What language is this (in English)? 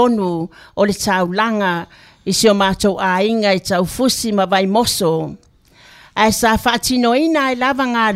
Samoan